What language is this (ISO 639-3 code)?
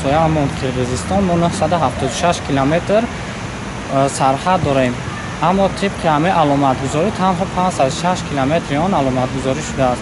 tgk